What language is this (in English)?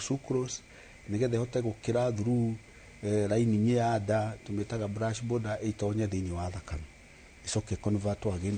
Kikuyu